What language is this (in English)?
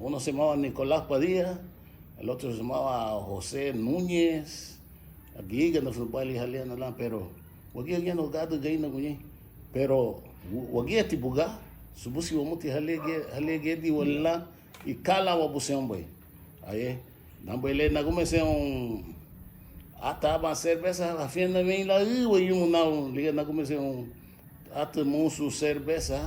Garifuna